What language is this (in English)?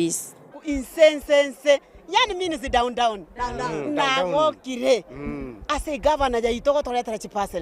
Gusii